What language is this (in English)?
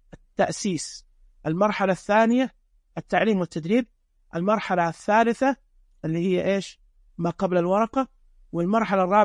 Najdi Arabic